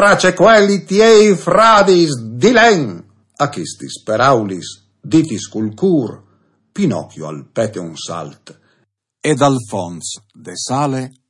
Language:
Friulian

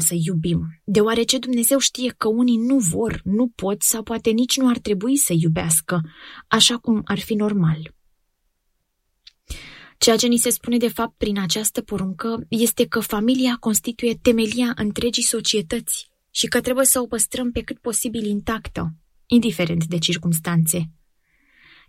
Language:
Romanian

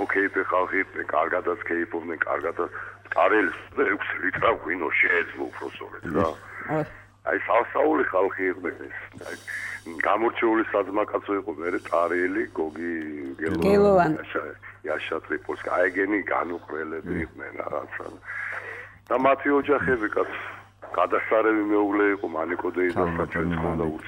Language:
Georgian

